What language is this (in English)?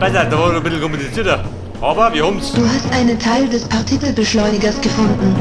Bavarian